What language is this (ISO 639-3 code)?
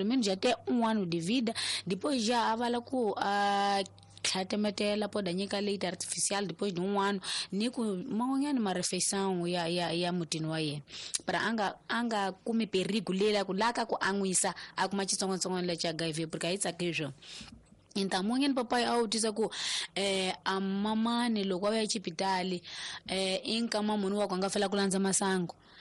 tso